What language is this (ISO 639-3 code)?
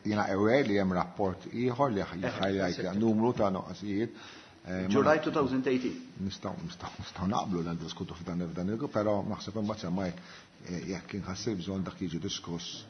mlt